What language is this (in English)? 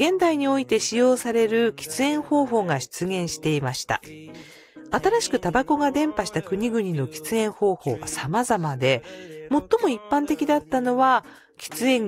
Japanese